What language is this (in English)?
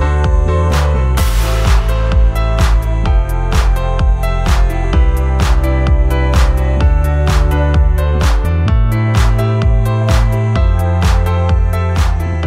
Telugu